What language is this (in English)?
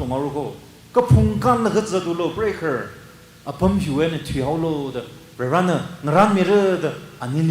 Tangkhul Naga (India)